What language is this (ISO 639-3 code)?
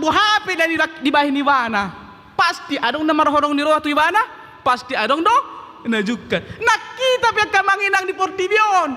bbc